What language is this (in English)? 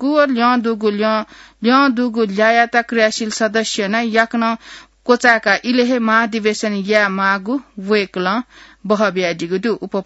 Newari